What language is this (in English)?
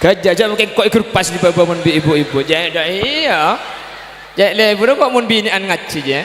Madurese